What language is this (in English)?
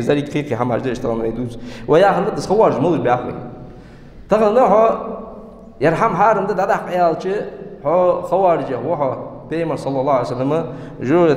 Ingush